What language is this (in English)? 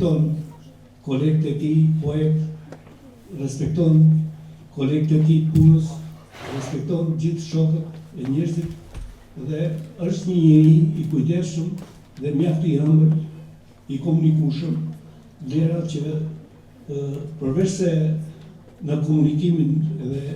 Albanian